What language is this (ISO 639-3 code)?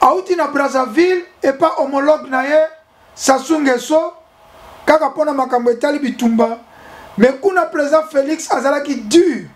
lin